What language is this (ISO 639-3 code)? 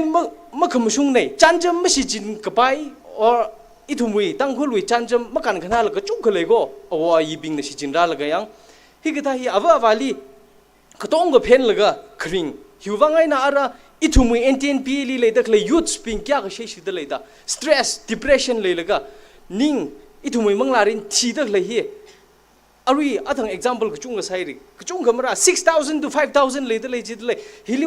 nmf